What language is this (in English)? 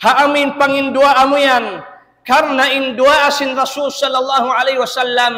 Tausug